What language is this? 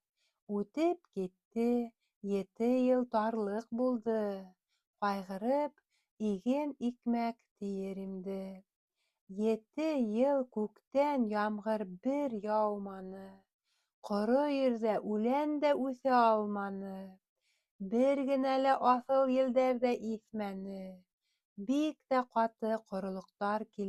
Bashkir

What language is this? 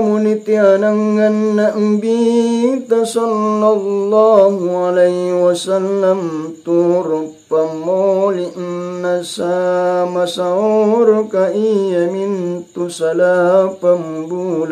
Makasar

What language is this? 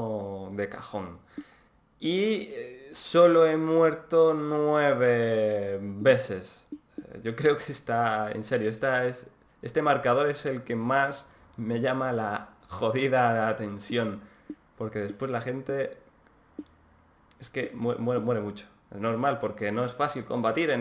Spanish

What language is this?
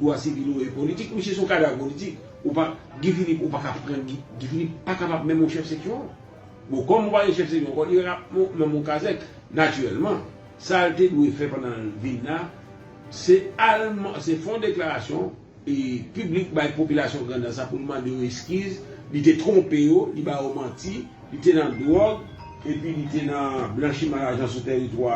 Haitian Creole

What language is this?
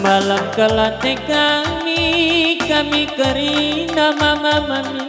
Batak Karo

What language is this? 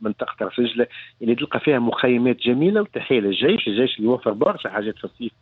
Tunisian Arabic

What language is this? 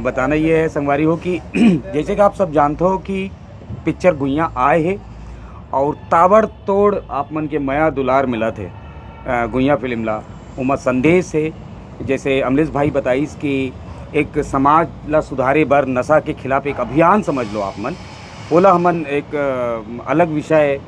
Chhattisgarhi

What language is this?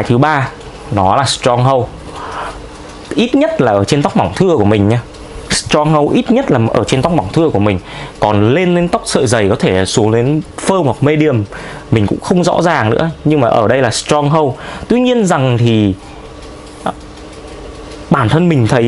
Vietnamese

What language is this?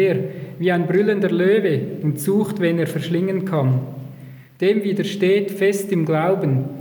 German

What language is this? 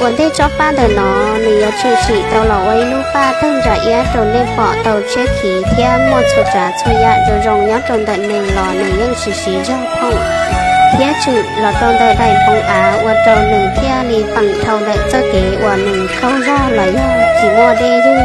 Hmong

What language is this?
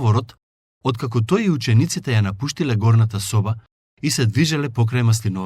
Macedonian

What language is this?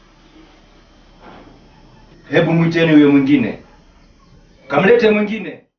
Swahili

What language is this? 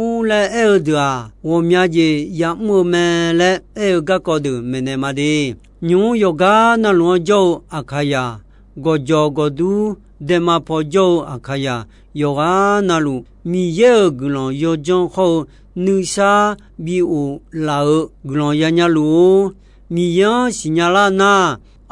Akha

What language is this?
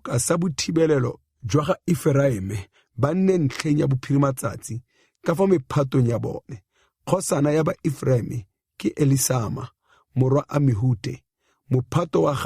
Tswana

